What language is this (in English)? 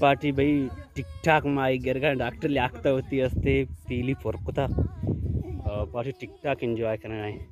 Baluchi